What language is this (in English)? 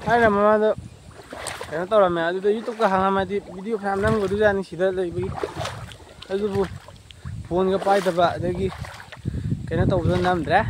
Manipuri